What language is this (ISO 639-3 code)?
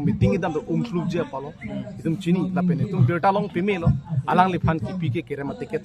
mjw